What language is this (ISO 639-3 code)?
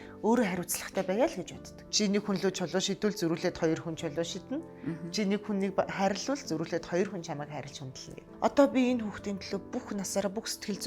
mon